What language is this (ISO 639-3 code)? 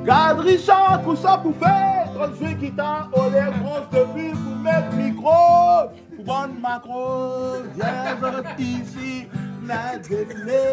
rcf